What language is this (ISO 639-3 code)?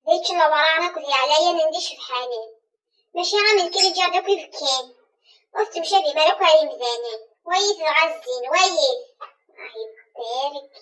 kab